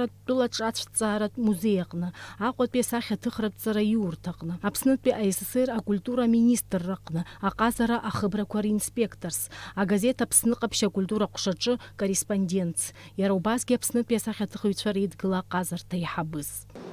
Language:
Abkhazian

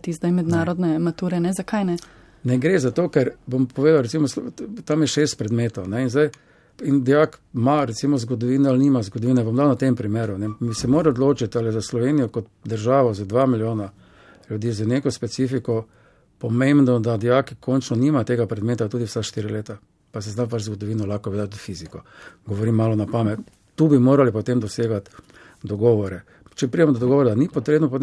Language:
Slovenian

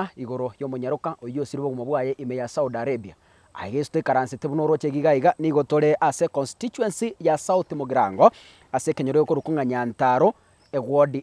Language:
Gusii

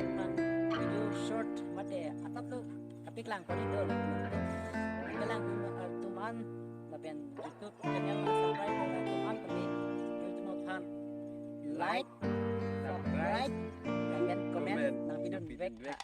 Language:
Karbi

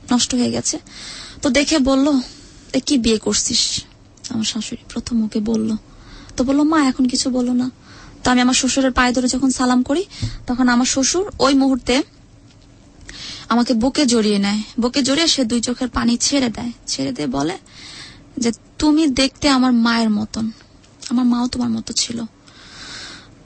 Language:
Bangla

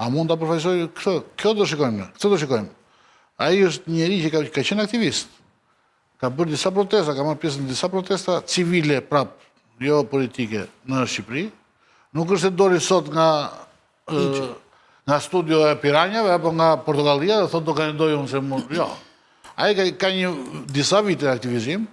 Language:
Albanian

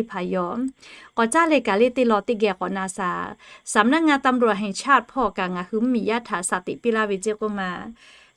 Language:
Lahu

